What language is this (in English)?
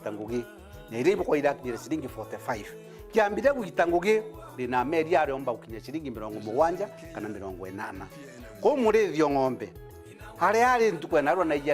Meru